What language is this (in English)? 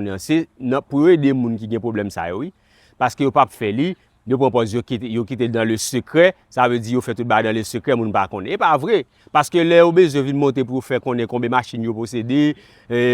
Haitian Creole